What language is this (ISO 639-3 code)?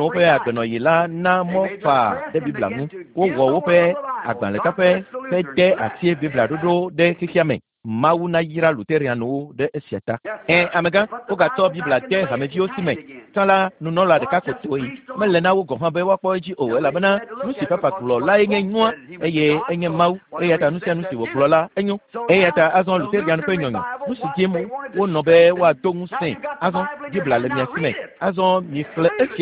ewe